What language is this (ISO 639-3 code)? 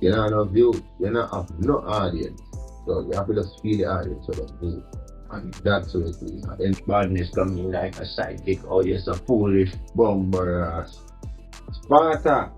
jam